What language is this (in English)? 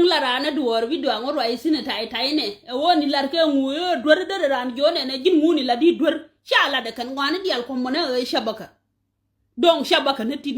Nuer